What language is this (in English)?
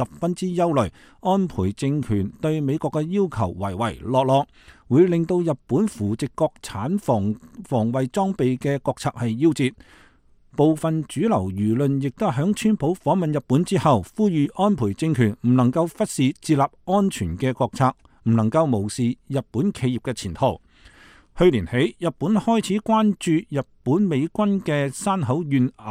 Cantonese